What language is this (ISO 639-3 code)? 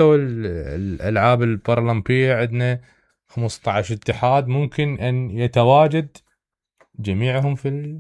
acm